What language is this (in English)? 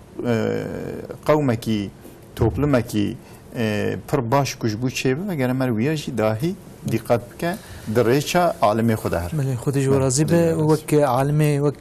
Kurdish